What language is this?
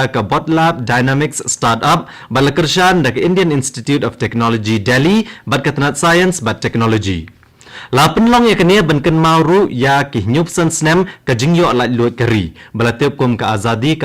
Khasi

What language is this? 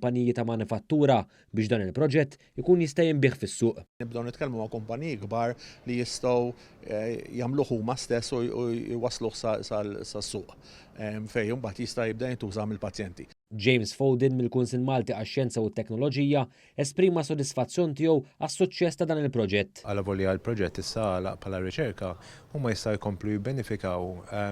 Maltese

